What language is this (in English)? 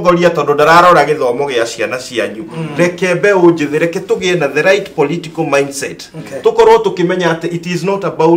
Kikuyu